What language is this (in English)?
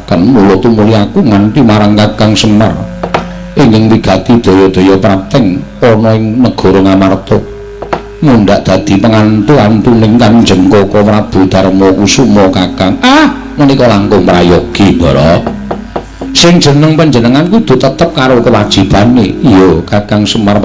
Javanese